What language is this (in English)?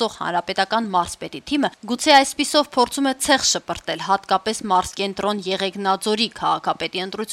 Armenian